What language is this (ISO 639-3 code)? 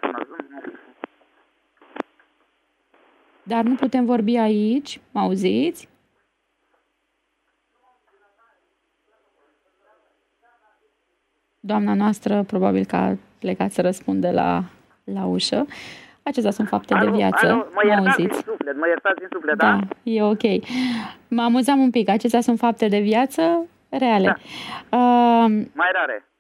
ron